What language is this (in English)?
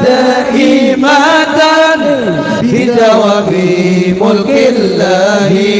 Banjar